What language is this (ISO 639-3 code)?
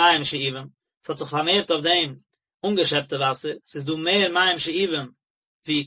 yid